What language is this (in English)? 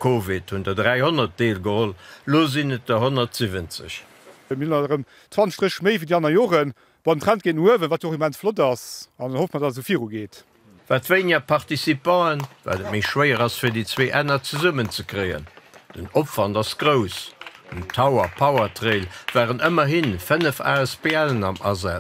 Luxembourgish